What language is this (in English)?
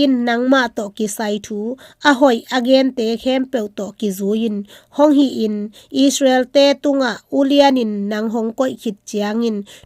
Tedim Chin